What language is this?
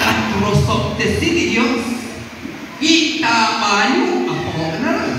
Kekchí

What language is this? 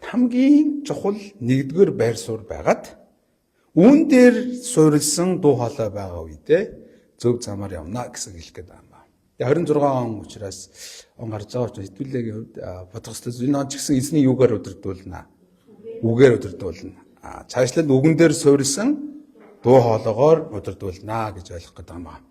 Mongolian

